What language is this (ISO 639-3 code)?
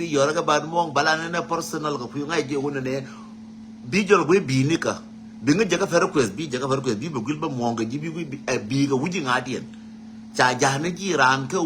nus